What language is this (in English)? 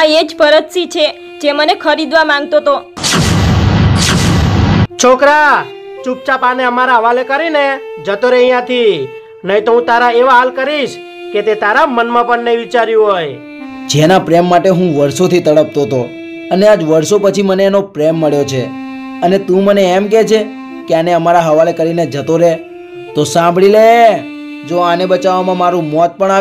Gujarati